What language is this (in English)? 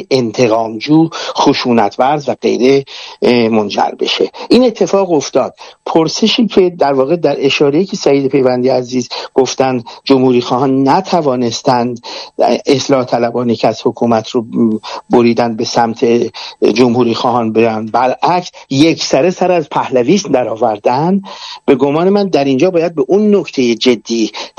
Persian